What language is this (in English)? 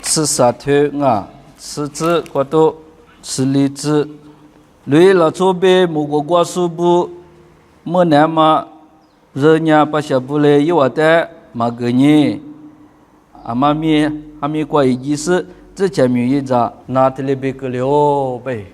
Lisu